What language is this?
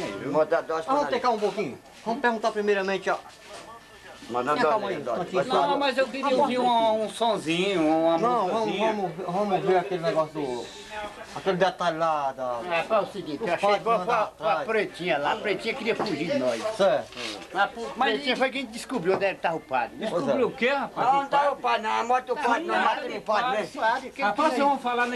Portuguese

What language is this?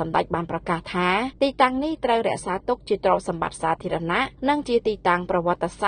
Khmer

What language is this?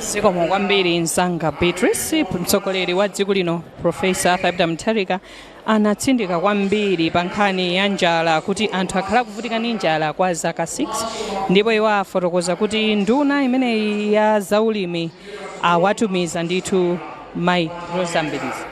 Nyanja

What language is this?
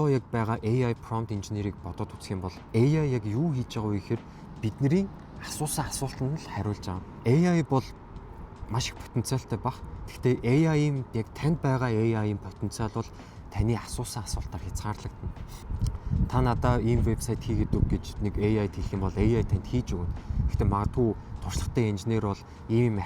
Mongolian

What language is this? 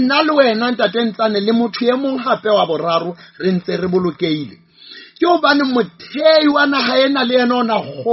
Southern Sotho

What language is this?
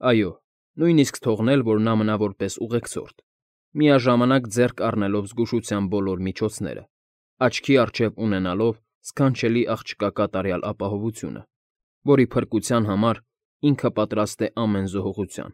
Armenian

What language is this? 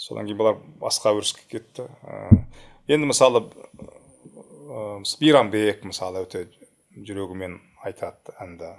Kazakh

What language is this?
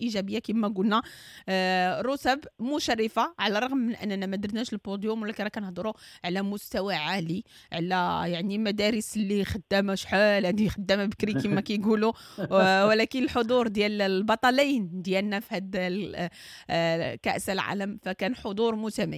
Moroccan Arabic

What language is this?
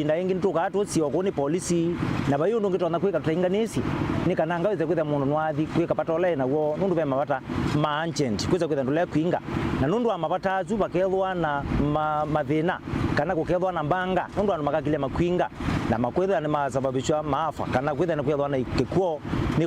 Kamba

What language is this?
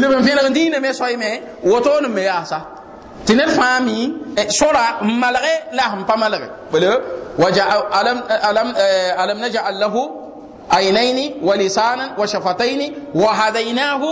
Mossi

